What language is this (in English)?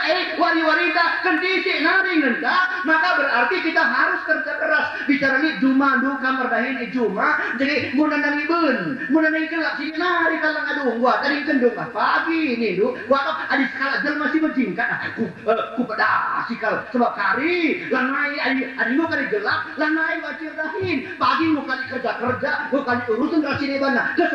Batak Karo